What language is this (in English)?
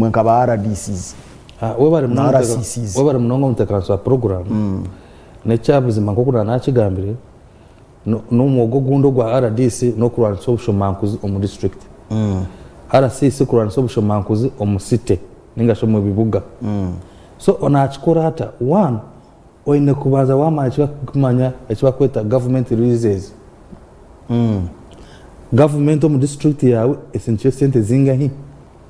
Nyankole